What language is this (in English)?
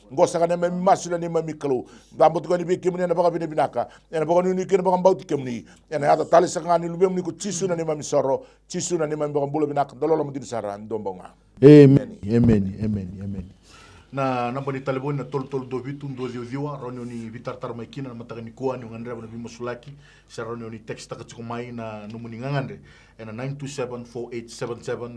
Fijian